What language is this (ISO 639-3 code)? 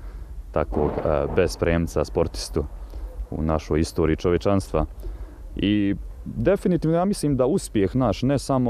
bos